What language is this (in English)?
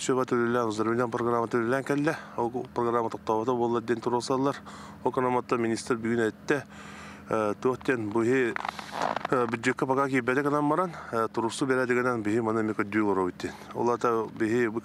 Yakut